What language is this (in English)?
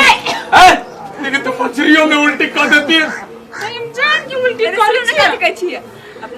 Maithili